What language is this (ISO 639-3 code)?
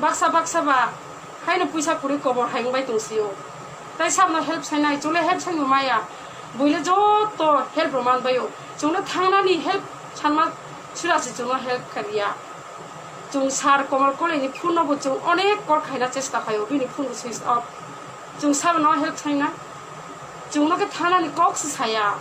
ria